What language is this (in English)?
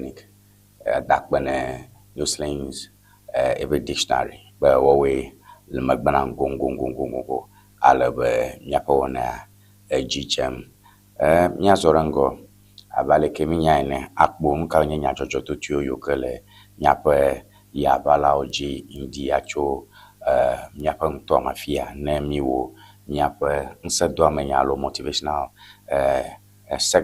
Ewe